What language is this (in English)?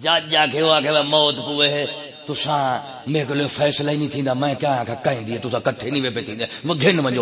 Saraiki